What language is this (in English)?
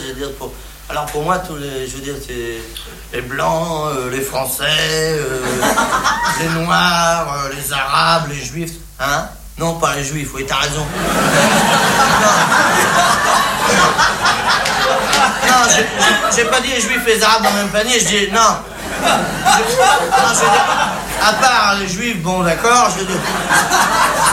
French